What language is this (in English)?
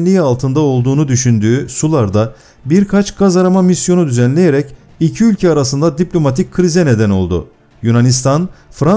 Turkish